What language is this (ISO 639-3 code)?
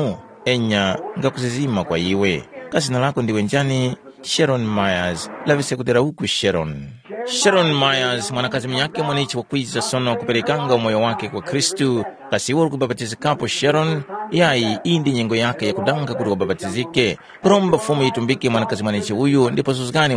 tum